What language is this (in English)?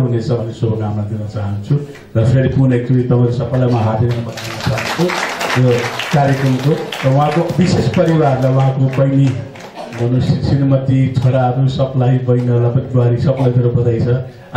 Nepali